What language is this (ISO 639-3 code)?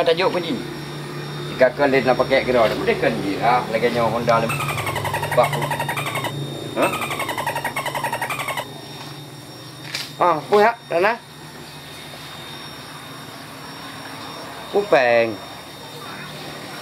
ace